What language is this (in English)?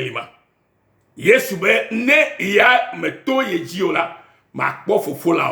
Ewe